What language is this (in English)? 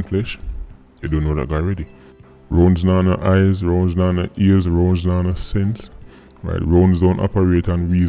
Jamaican Creole English